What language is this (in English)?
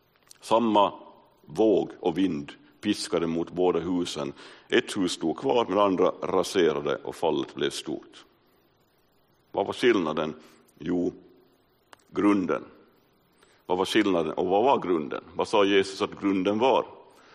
Swedish